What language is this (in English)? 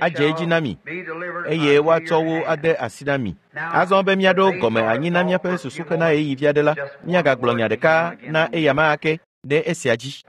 Ewe